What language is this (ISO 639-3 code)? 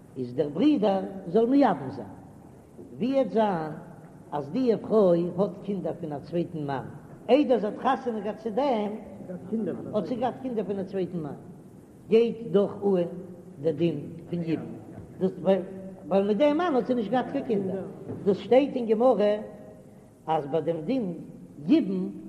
yid